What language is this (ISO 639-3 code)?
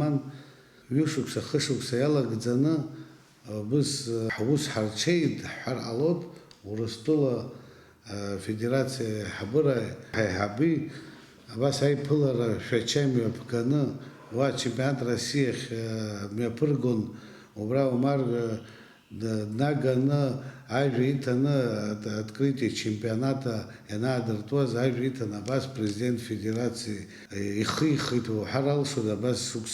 abk